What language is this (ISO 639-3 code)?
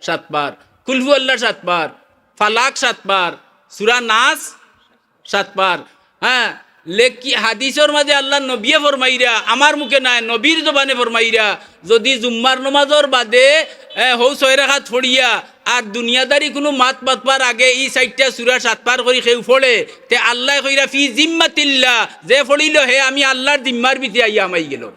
syl